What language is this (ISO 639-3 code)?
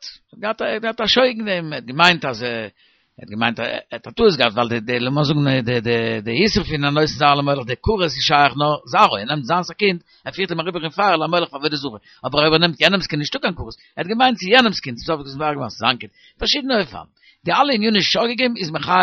yid